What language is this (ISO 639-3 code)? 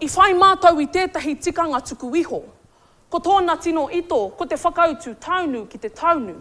mri